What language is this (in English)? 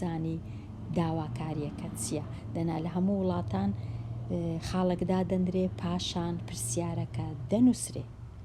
Central Kurdish